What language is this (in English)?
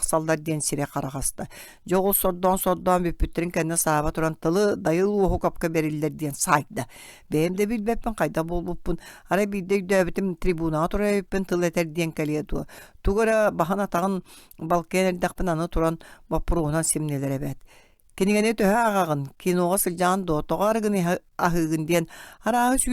Yakut